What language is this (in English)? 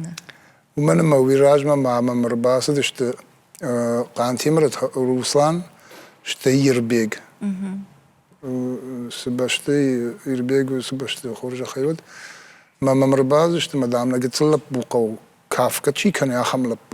Ossetic